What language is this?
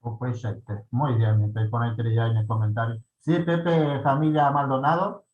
Guarani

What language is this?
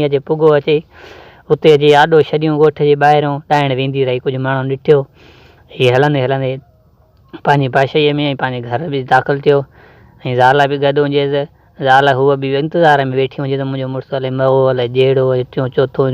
Sindhi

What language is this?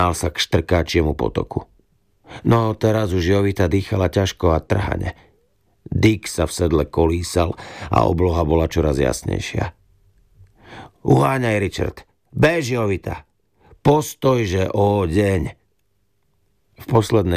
Slovak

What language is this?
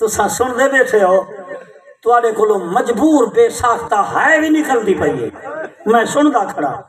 Saraiki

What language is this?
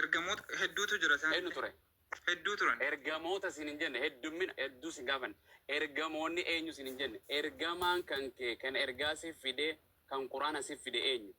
Oromo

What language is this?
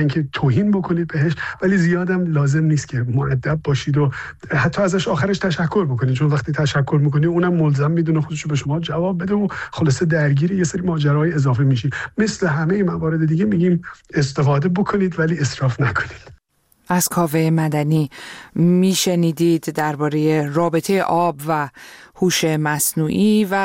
Persian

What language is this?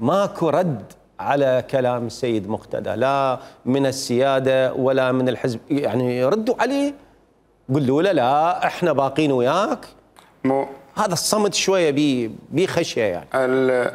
Mesopotamian Arabic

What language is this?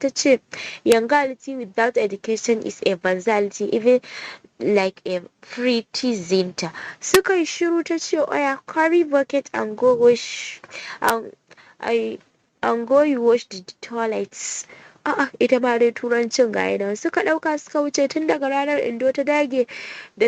Hausa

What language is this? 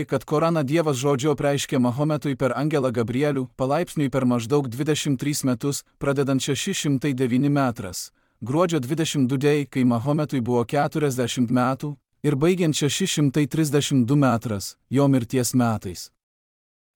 Lithuanian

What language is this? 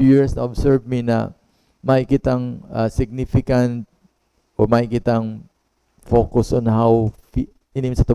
Bikol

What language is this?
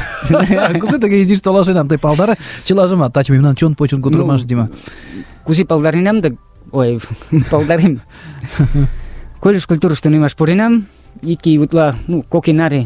Mari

